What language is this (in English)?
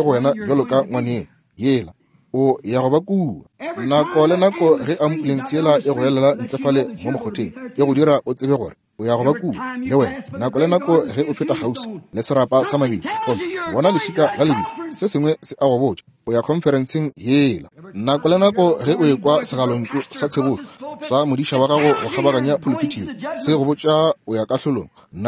Northern Sotho